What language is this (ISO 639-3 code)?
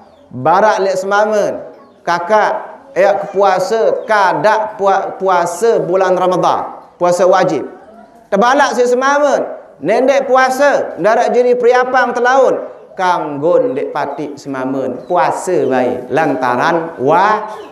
sas